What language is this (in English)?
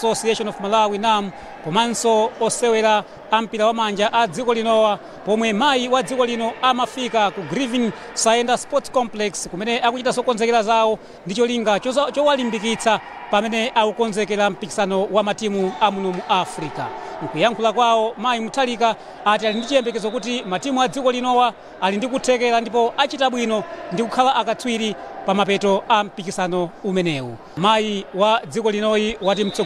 Nyanja